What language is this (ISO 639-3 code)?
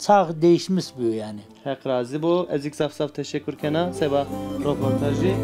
zza